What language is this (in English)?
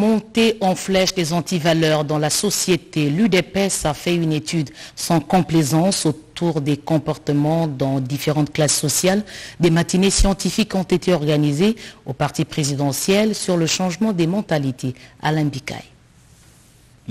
French